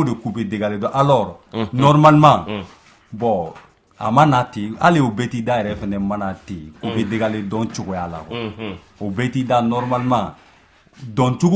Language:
Bambara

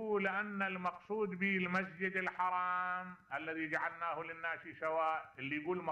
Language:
Mesopotamian Arabic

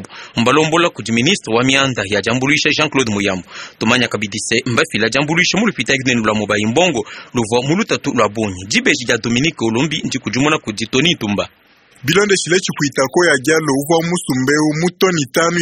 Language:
Luba-Lulua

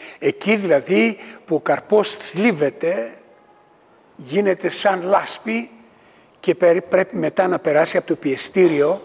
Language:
Greek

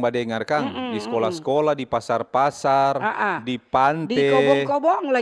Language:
Manado Malay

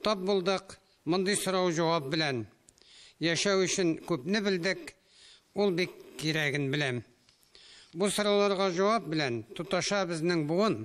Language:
Tatar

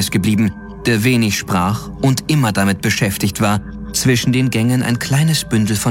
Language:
German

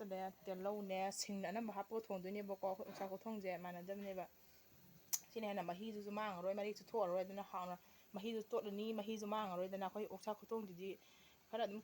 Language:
Manipuri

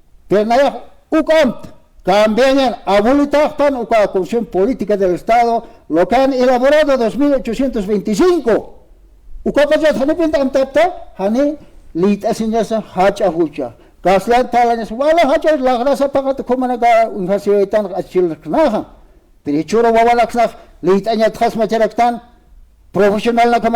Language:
Aymara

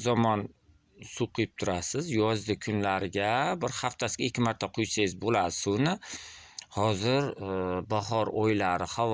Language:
Uzbek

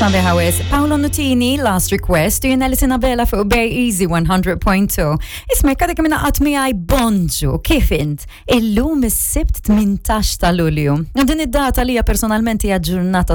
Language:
Maltese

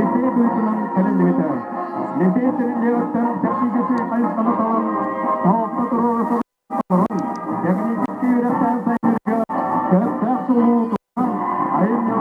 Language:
Yakut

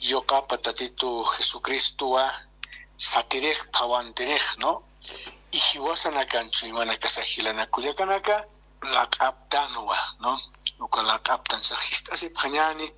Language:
Aymara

